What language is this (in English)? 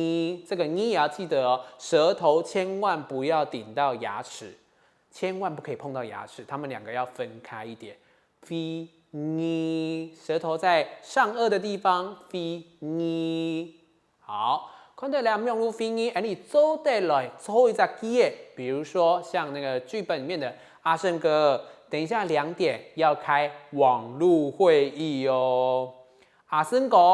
Hakka Chinese